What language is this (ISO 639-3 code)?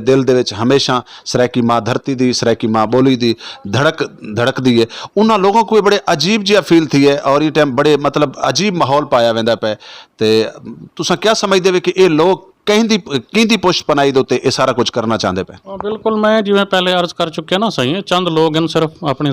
skr